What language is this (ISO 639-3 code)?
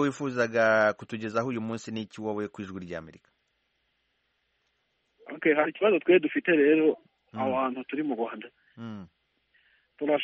kin